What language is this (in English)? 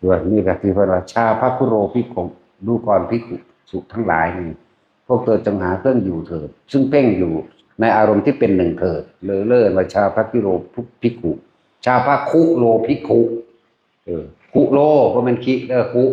Northeastern Thai